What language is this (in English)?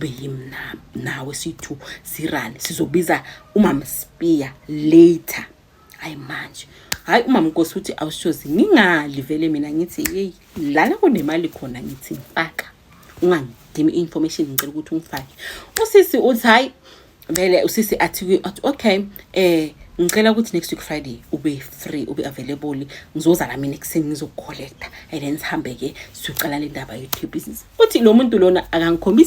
Zulu